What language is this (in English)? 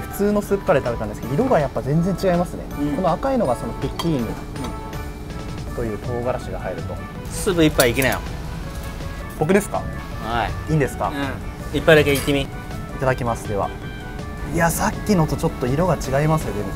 Japanese